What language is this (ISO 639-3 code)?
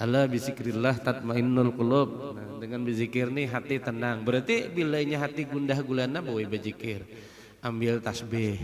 bjn